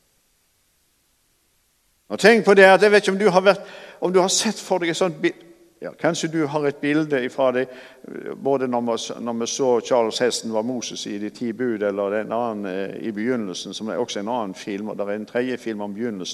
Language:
Norwegian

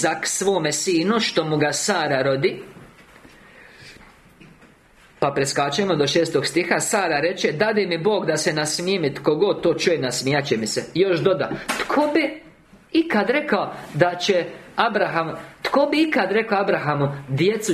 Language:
Croatian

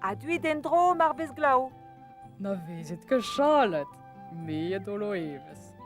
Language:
Breton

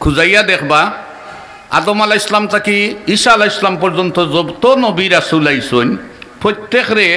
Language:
Sylheti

